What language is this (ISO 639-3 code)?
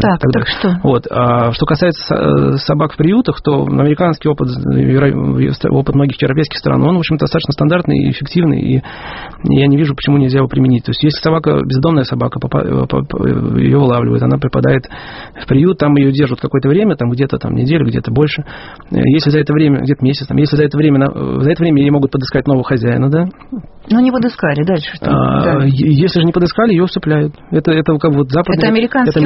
rus